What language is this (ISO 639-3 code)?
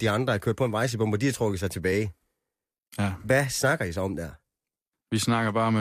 dan